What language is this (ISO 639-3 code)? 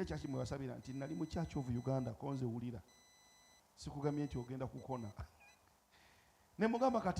lug